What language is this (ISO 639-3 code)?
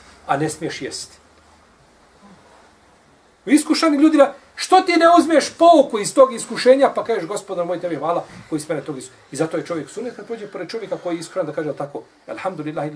bos